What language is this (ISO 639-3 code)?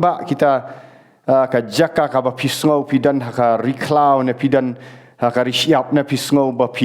kha